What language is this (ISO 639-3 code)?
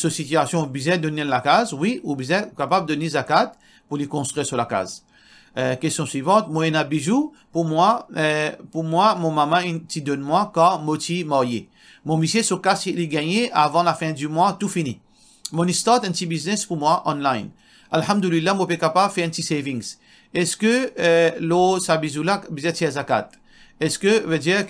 mfe